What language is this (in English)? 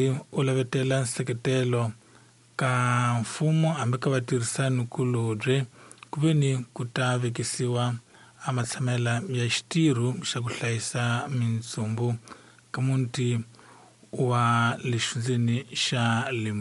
Tsonga